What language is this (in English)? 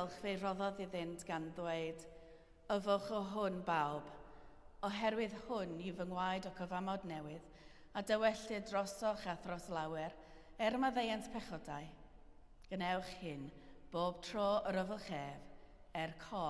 Welsh